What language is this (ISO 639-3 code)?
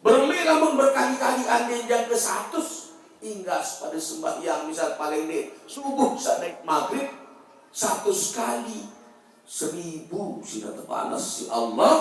sas